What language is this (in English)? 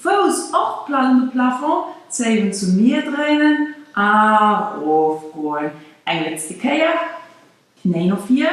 Luxembourgish